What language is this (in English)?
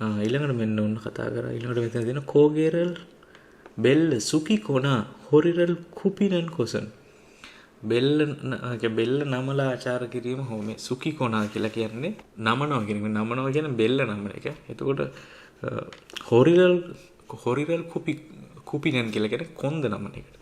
Sinhala